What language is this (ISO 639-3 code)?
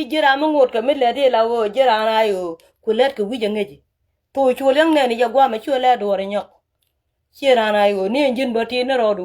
nus